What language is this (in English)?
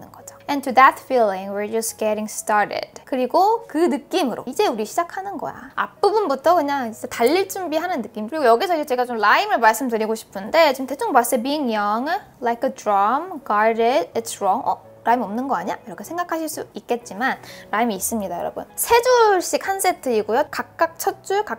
Korean